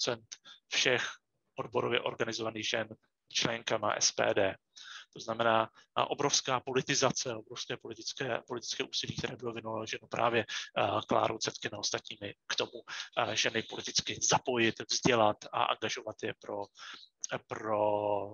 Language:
Czech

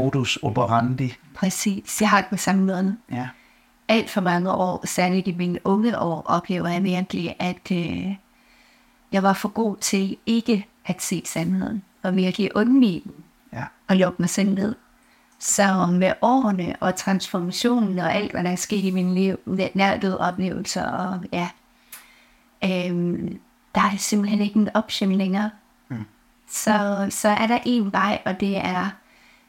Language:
Danish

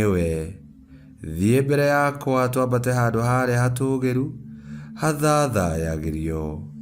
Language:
Kikuyu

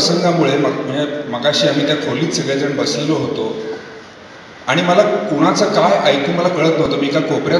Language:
Marathi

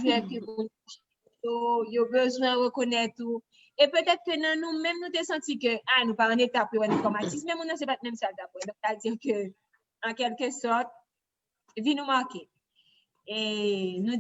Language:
Haitian Creole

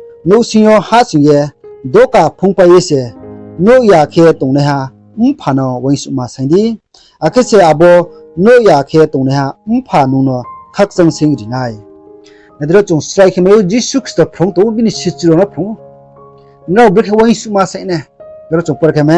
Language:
Riang (India)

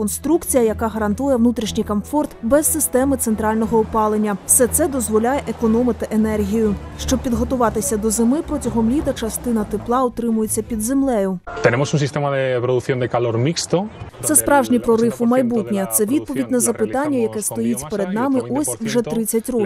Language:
Ukrainian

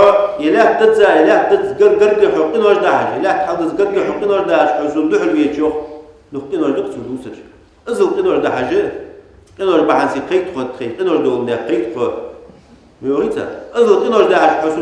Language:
Ingush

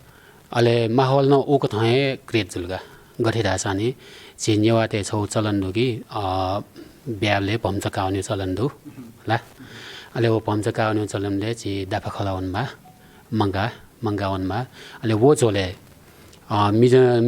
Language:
Newari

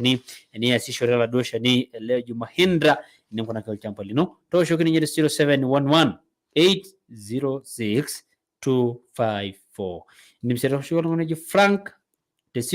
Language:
Masai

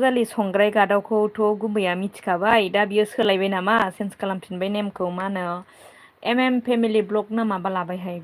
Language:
Bodo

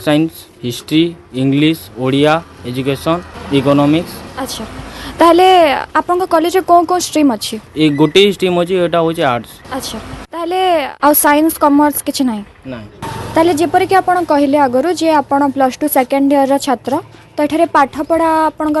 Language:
Odia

